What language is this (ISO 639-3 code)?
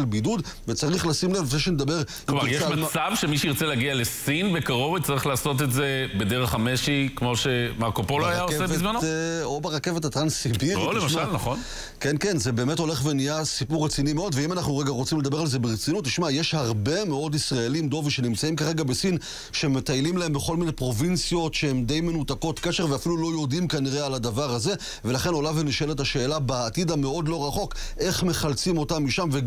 heb